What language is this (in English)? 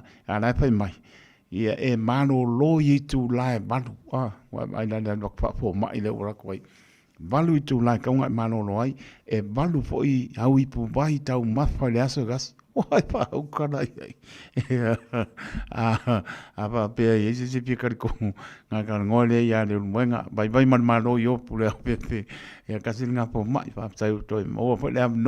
Samoan